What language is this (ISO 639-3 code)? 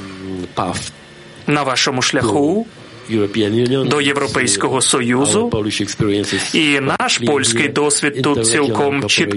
ukr